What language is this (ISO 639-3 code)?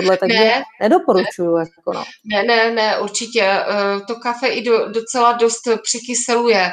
ces